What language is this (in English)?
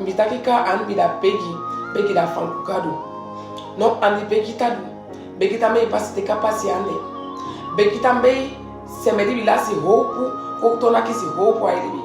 Saramaccan